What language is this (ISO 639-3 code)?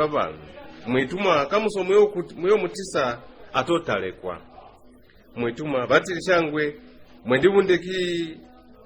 loz